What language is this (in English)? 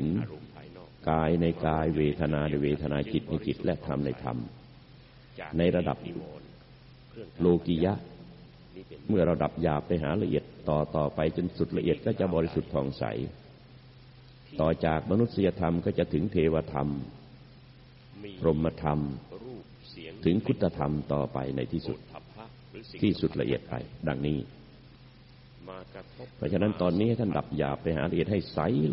Thai